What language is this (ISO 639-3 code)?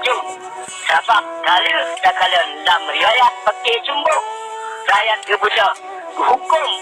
ace